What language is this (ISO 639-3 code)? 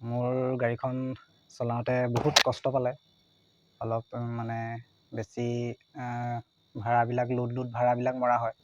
asm